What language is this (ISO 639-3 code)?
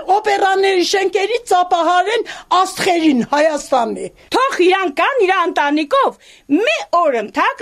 hye